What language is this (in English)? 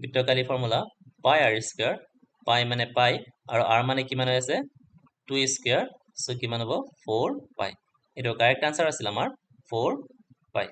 Assamese